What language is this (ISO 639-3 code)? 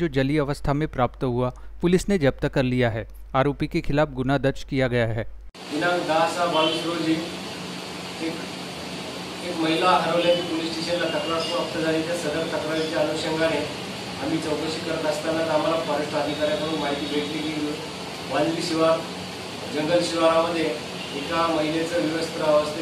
mar